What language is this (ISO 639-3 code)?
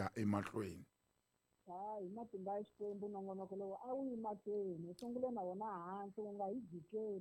tso